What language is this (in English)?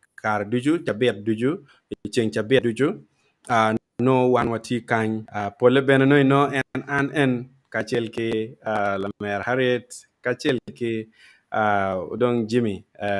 Acoli